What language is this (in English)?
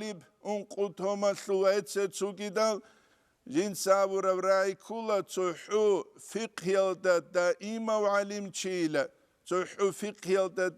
Avaric